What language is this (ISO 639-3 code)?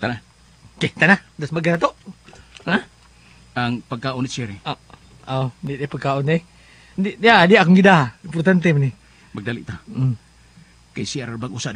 ceb